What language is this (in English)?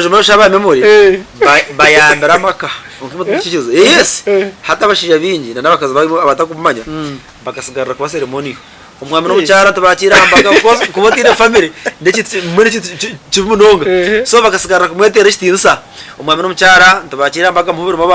Nyankole